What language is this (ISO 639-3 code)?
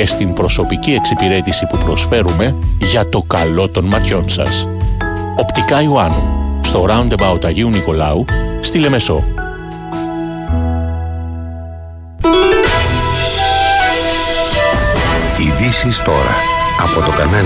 ell